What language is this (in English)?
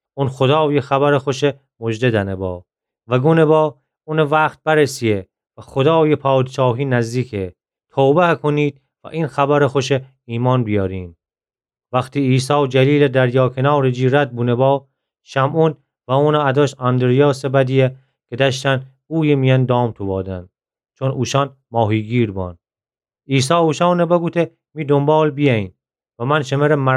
Gilaki